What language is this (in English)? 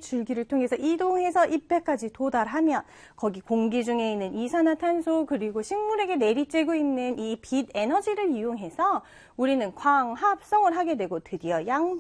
Korean